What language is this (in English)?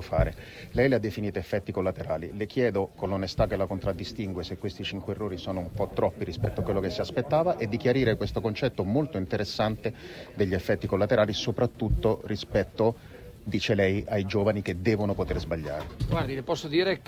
Italian